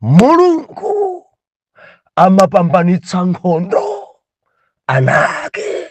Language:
Nyanja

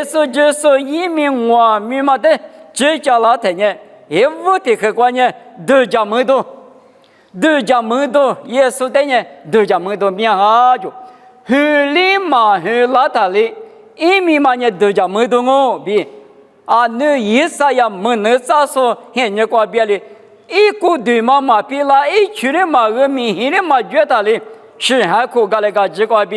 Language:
Lisu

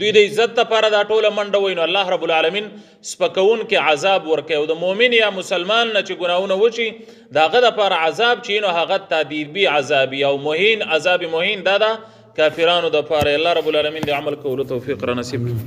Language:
Pashto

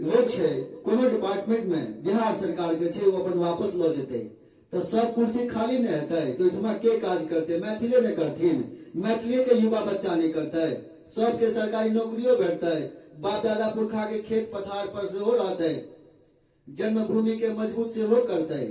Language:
Maithili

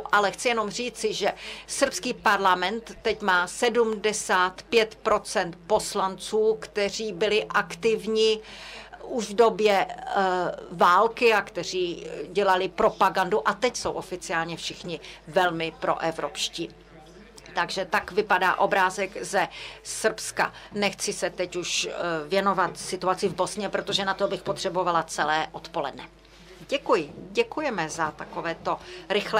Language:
Czech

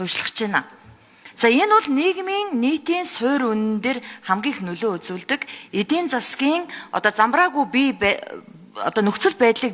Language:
Mongolian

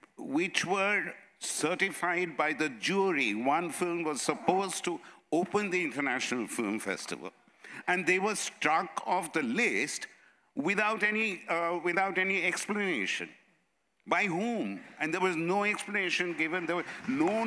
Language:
English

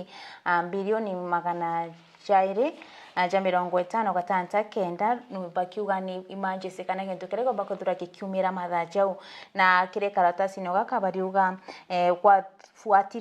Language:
Meru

